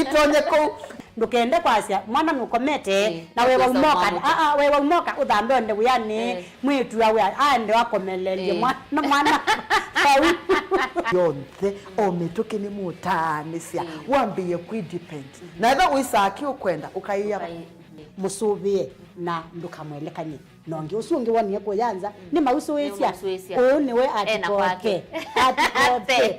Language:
Kamba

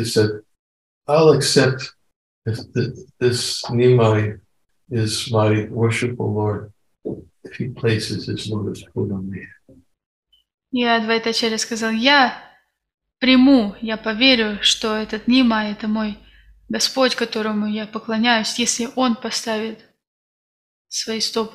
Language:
Russian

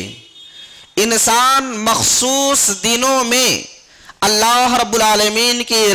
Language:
Urdu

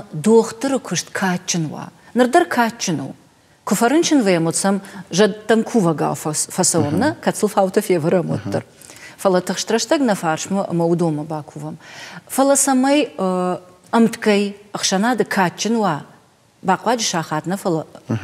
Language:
Ossetic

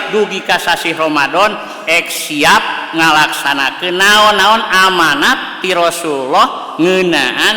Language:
Sundanese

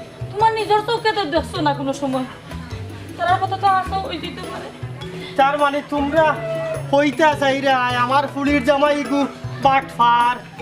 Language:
Sylheti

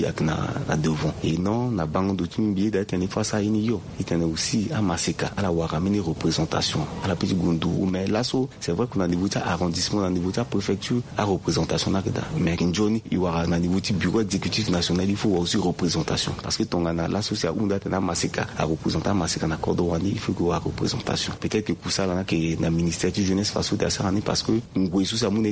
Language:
Sango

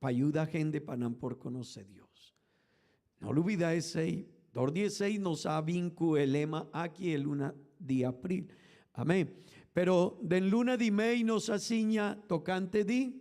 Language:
Papiamento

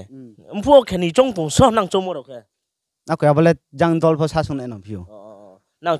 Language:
Riang (India)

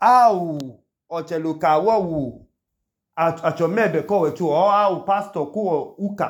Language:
Idoma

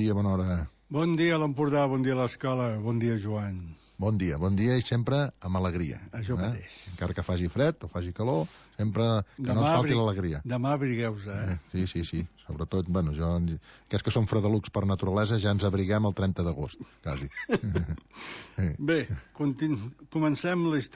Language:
Catalan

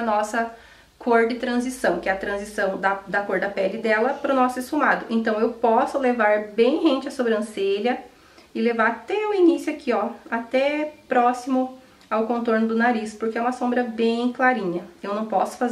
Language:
Portuguese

